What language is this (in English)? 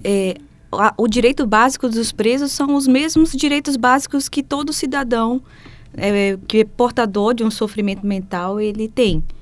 Portuguese